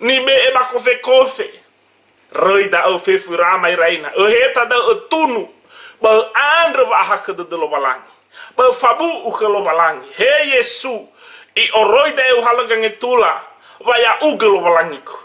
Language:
Nias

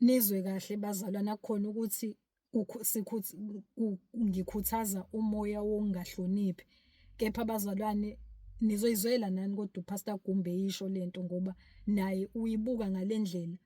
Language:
Zulu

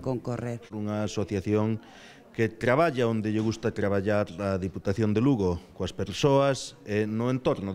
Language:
Galician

